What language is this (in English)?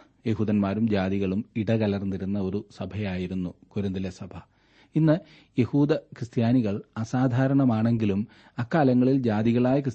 Malayalam